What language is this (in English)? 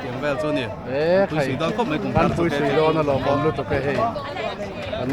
Mizo